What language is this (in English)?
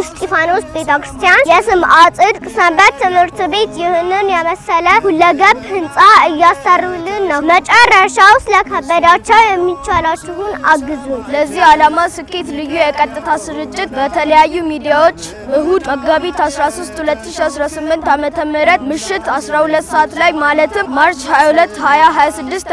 Amharic